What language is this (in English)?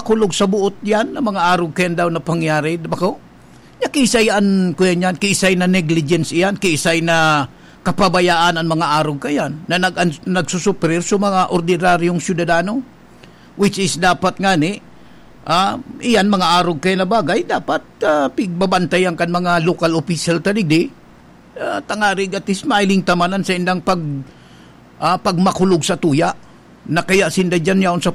Bikol